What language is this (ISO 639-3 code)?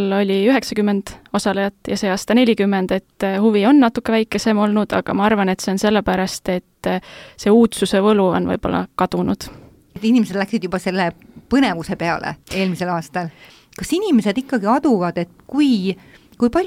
est